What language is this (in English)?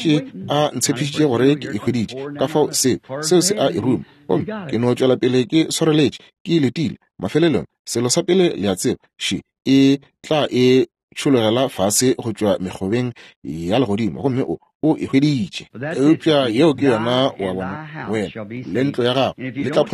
Northern Sotho